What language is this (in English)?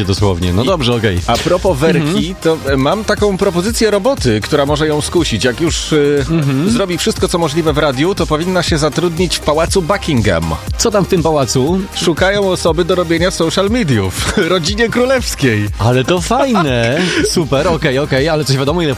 Polish